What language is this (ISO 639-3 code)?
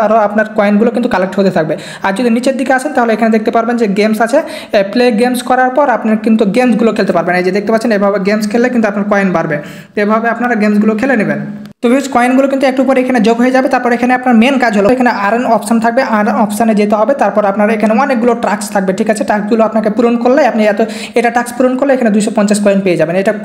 ben